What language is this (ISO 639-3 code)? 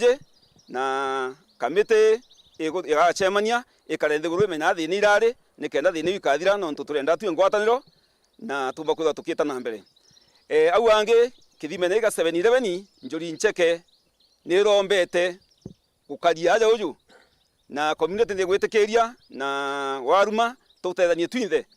mer